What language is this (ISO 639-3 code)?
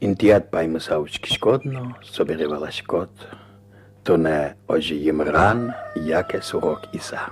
udm